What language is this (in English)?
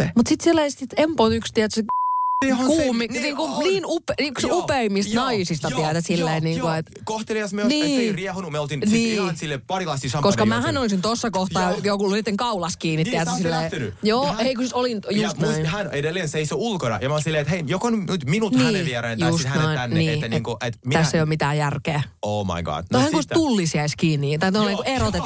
Finnish